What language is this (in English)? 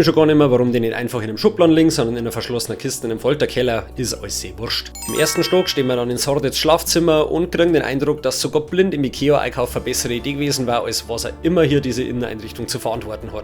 Bavarian